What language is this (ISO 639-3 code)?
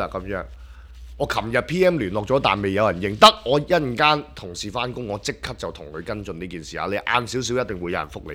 yue